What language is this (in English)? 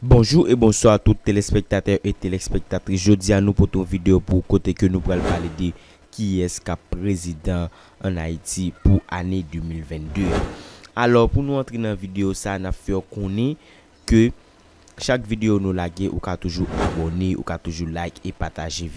Haitian Creole